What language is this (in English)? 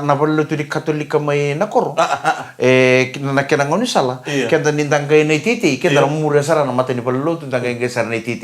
Fijian